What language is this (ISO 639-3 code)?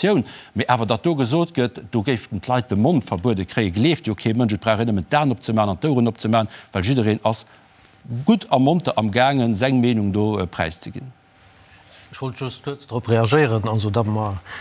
ltz